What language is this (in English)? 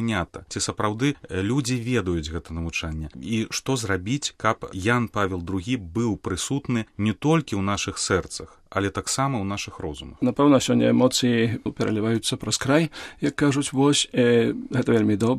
Belarusian